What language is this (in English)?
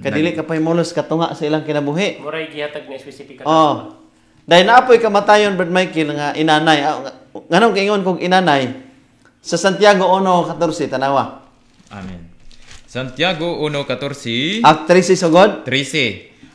Cebuano